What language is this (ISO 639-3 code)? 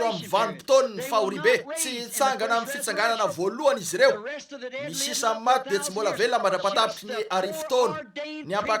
mlg